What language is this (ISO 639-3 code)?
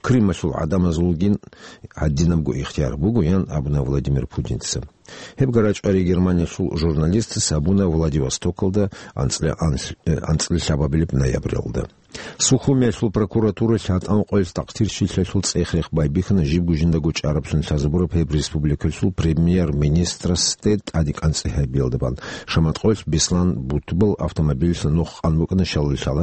ava